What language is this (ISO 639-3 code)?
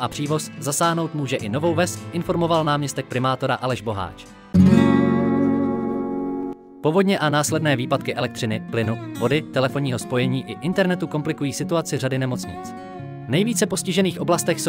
ces